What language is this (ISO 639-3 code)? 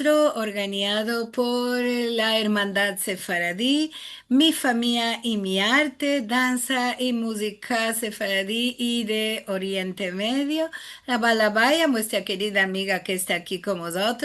lad